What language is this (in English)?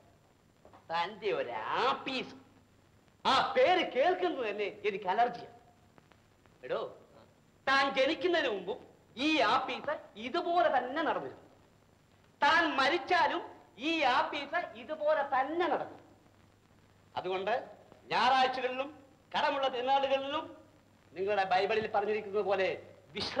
Malayalam